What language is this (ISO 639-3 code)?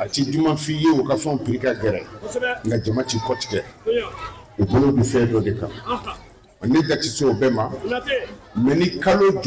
bam